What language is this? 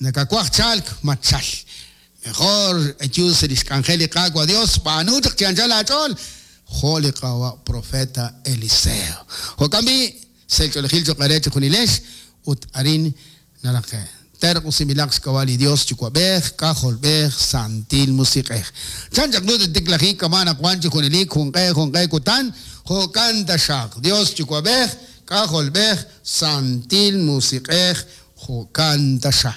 Kekchí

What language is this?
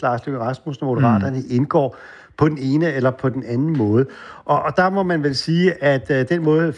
Danish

